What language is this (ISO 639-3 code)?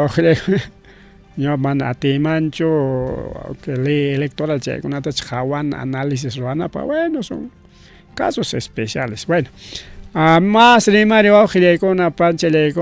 quy